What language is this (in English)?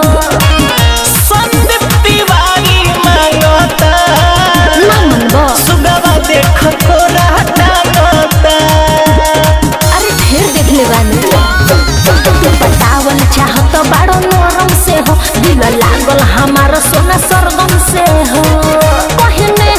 Bhojpuri